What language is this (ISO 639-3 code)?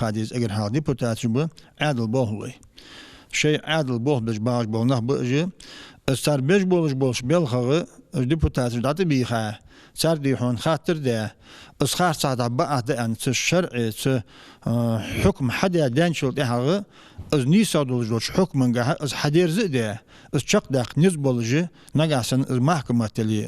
inh